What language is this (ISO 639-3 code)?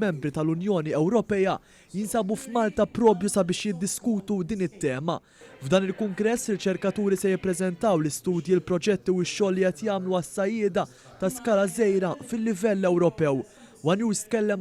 mlt